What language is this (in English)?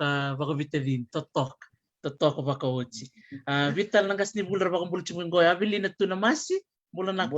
Fijian